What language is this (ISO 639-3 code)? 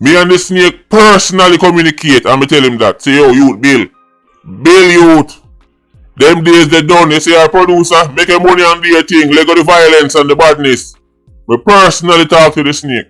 jam